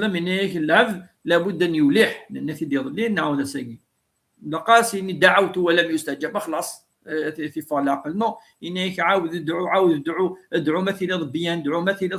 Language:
Kabyle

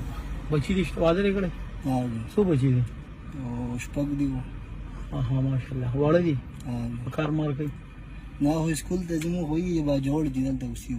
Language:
Pashto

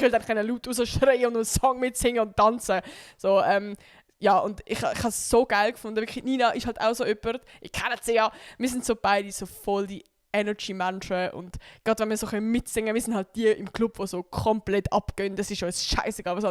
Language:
Swiss German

